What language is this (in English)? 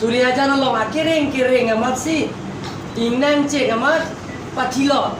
Karbi